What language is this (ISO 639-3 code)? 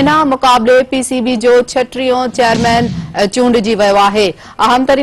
snd